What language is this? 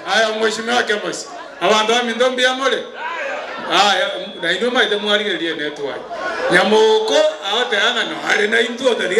Gusii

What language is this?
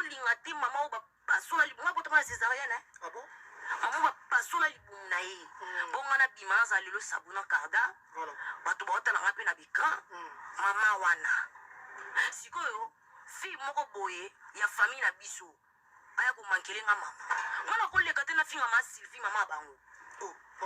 Lingala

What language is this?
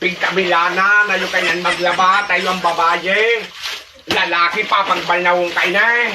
Bikol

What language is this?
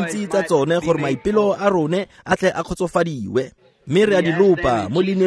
Tswana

